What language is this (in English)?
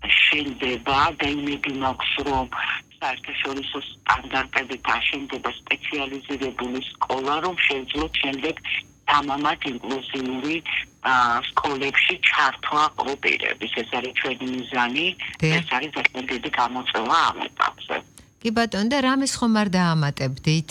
Georgian